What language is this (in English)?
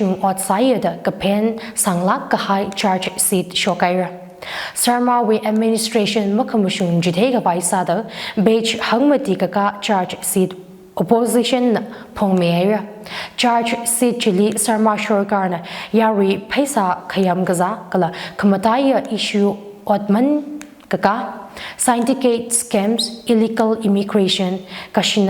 Tangkhul Naga (India)